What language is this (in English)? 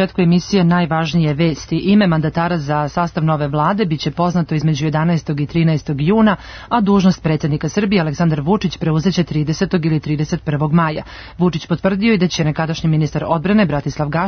Serbian